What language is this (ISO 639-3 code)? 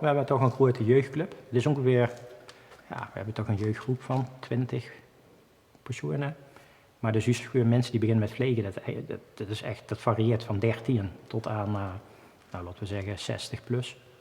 lim